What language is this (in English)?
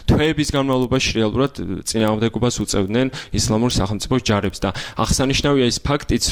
Georgian